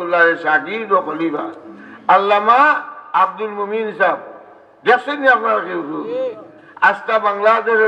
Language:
Sylheti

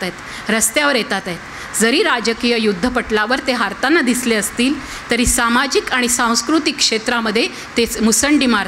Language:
Marathi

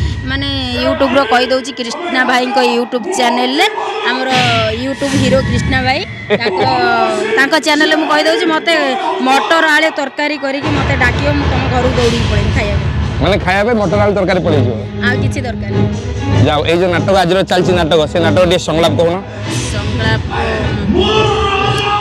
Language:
Odia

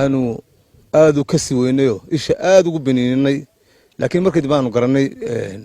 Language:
Somali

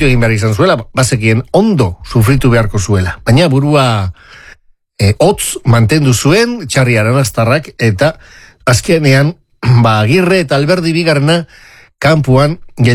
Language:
Basque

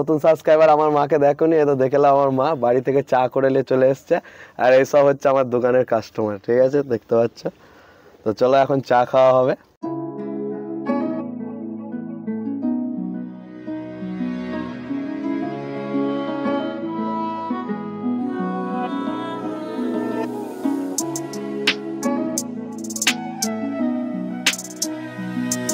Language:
Bangla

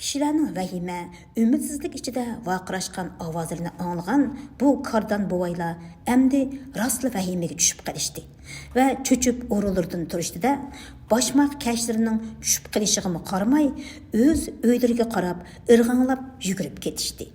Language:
Uyghur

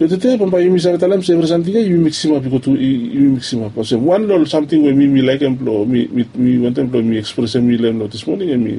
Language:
Bislama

